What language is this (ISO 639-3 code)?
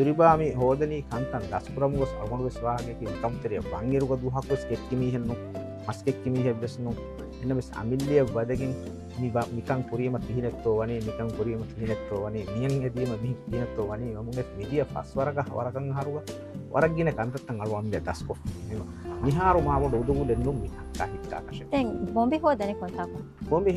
div